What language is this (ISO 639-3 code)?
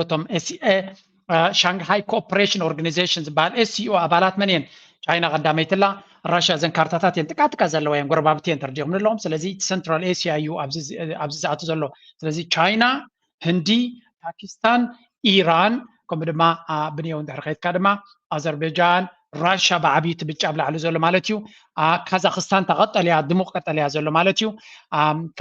tir